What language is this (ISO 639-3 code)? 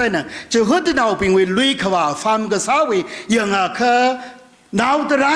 nmf